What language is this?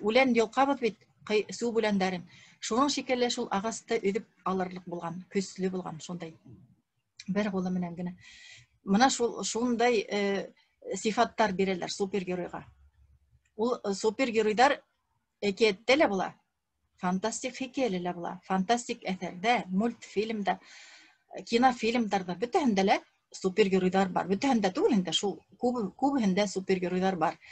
Bashkir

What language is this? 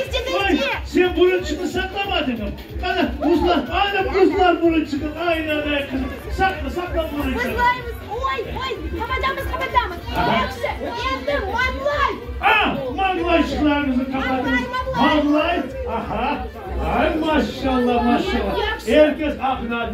Crimean Tatar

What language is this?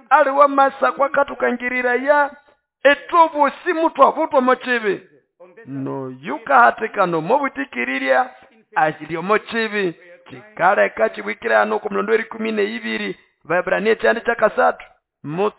Nande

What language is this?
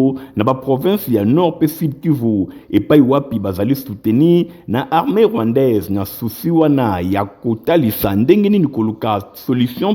Lingala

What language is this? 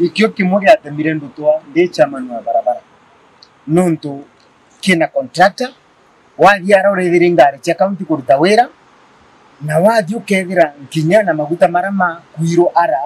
Meru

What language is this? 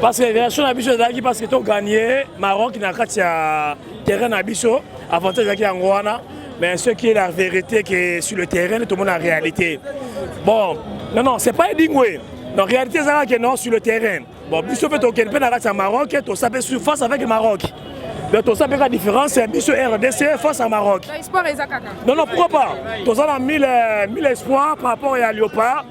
Lingala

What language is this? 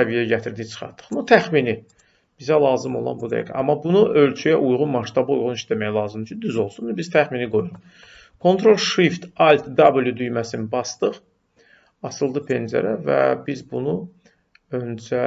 Azerbaijani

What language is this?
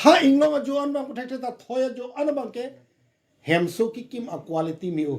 Karbi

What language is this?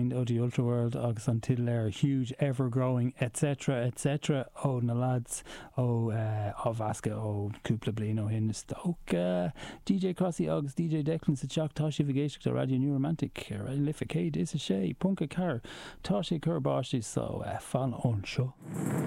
Irish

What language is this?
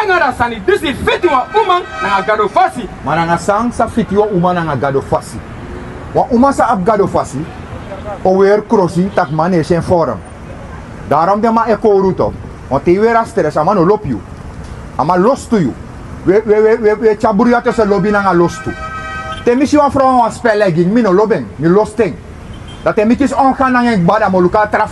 Sranan Tongo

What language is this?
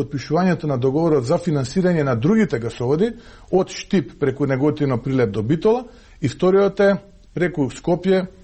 Macedonian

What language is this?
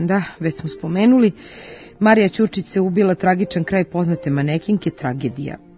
Serbian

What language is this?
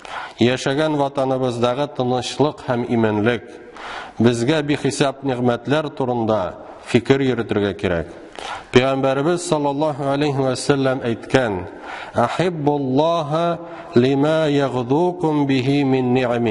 Tatar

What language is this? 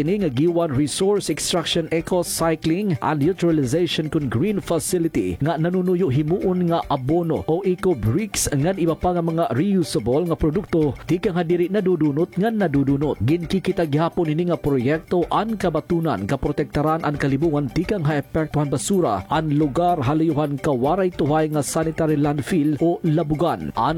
Waray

